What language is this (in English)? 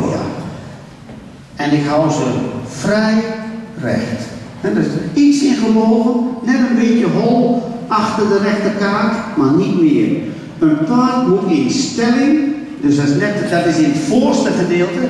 Dutch